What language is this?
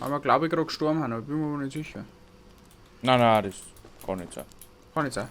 Bavarian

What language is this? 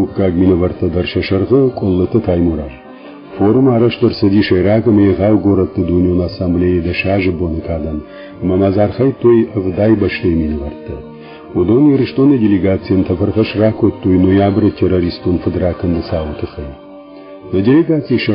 Ossetic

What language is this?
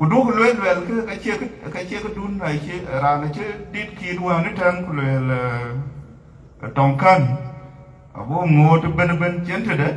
Dinka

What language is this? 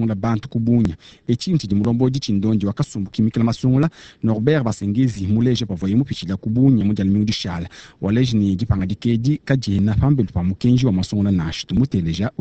Luba-Lulua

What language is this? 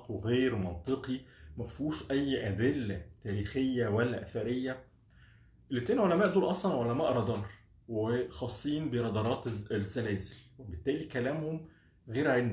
Egyptian Arabic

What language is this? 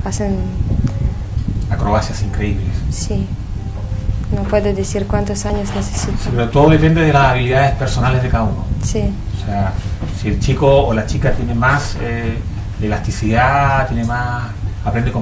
Spanish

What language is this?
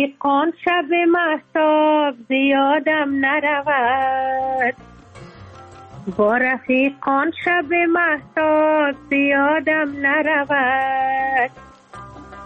Persian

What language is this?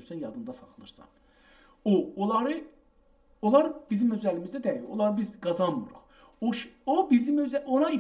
South Azerbaijani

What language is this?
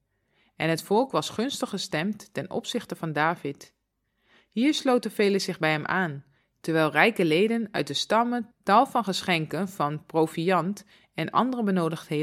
Dutch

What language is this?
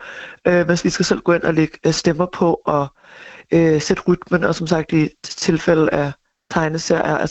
Danish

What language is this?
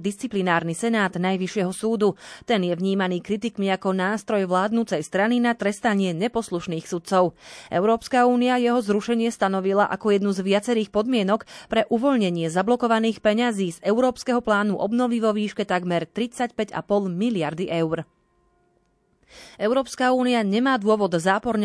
Slovak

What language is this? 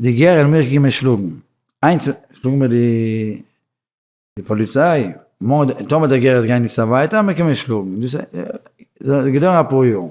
Yiddish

